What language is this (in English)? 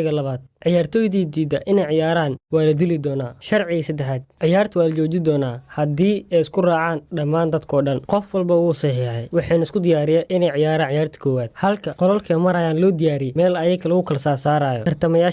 Somali